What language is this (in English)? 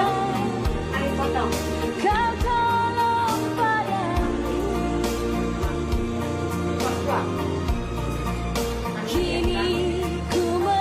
Indonesian